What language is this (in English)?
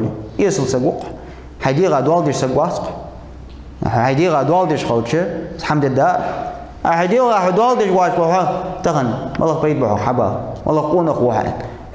Ingush